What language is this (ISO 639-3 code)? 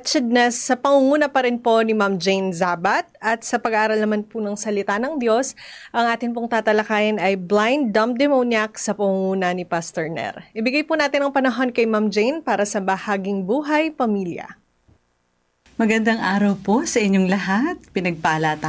fil